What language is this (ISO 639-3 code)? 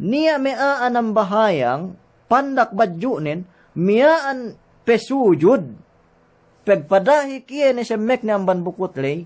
yka